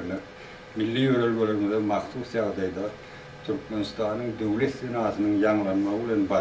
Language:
Turkmen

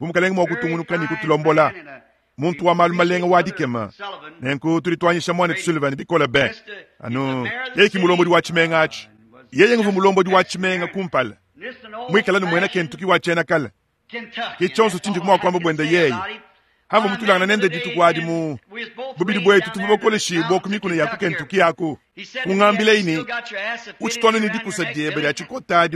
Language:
Luba-Lulua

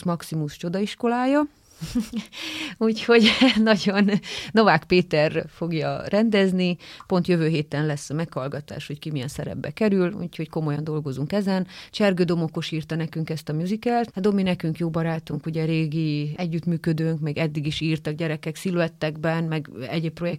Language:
Hungarian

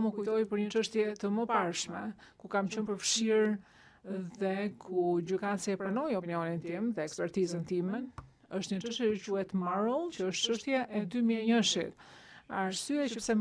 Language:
Albanian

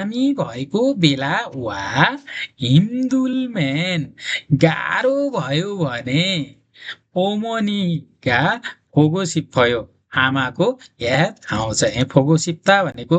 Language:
Nepali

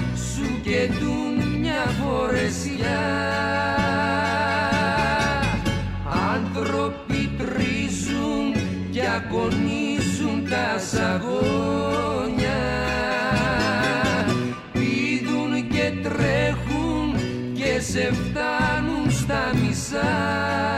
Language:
Greek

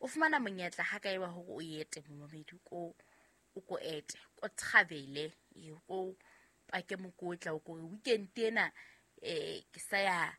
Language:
Southern Sotho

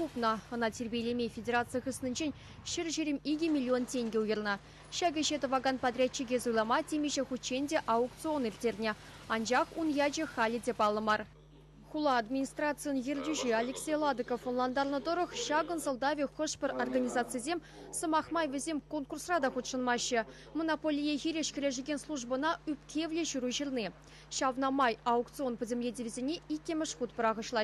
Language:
Chuvash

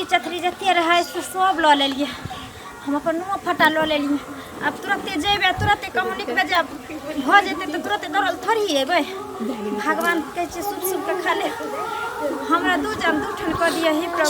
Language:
Maithili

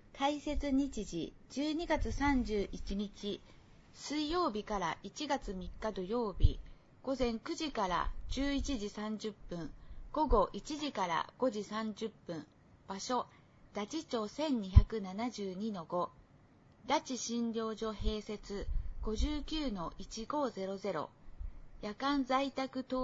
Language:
Japanese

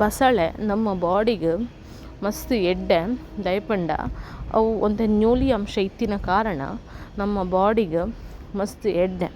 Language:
Tulu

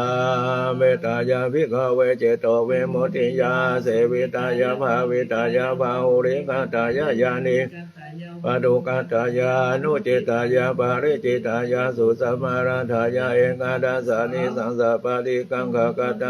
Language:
Pali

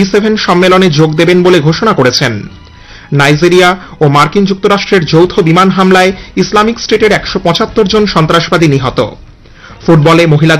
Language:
Bangla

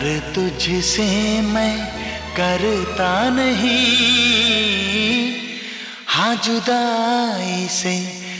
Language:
Hindi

